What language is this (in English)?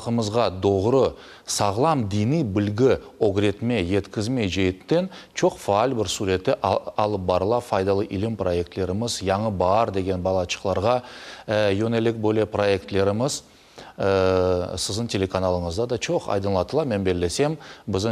Crimean Tatar